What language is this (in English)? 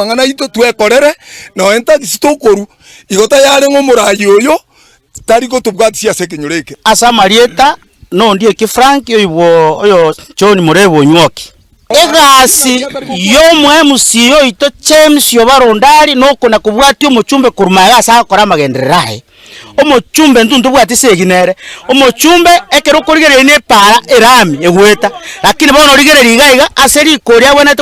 Gusii